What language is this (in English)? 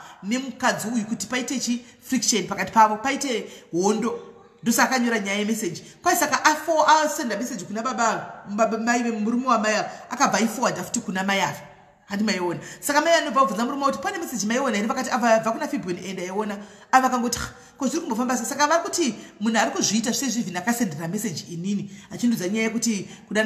Shona